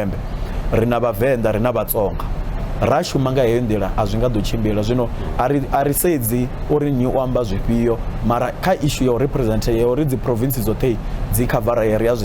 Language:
Venda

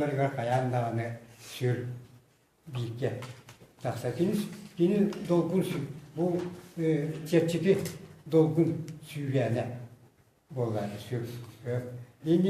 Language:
Yakut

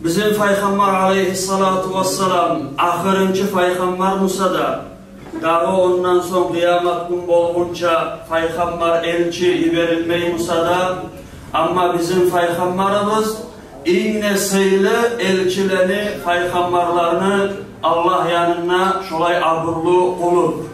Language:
Kumyk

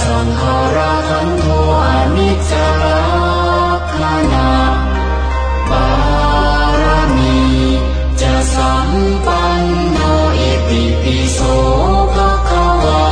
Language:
Pali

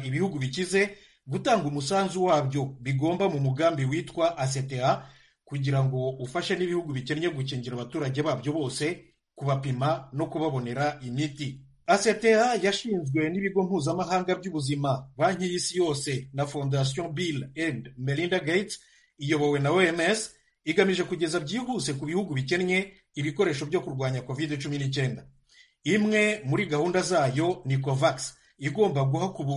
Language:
Kinyarwanda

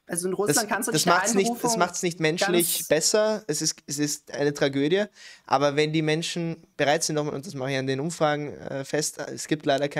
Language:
German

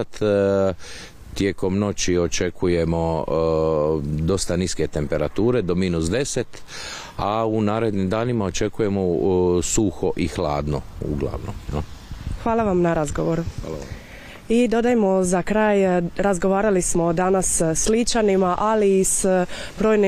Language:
Croatian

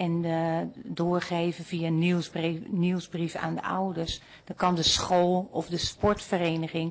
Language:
Dutch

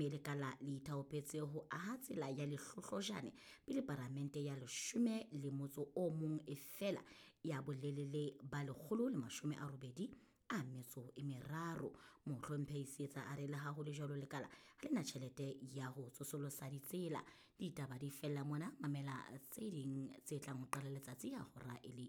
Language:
Southern Sotho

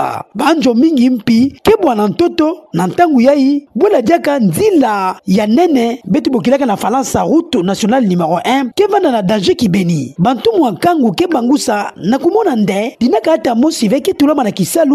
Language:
Kituba (Democratic Republic of Congo)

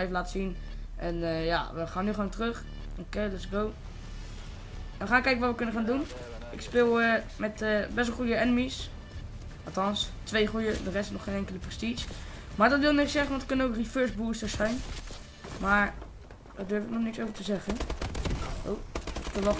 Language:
Dutch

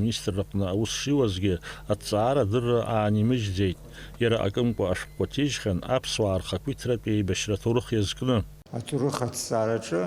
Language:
Abkhazian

